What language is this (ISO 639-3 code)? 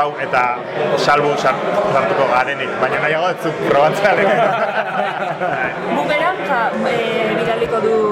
eus